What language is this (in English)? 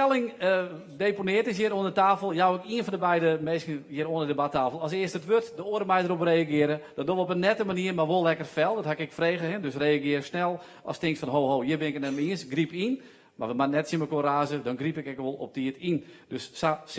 Western Frisian